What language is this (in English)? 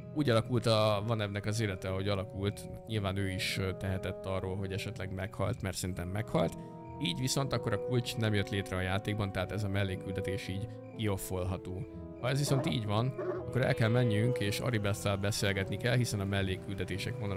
Hungarian